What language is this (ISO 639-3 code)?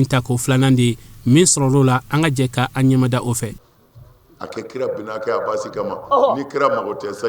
bam